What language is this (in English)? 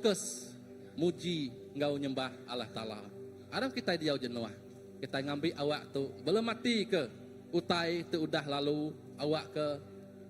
Iban